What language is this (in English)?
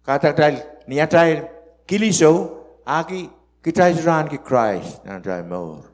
Pohnpeian